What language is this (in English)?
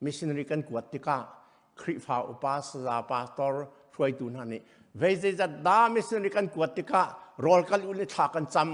Hakha Chin